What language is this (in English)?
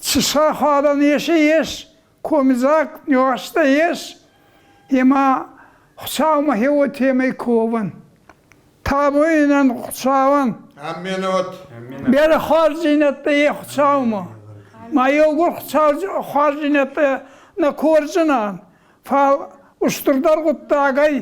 Ossetic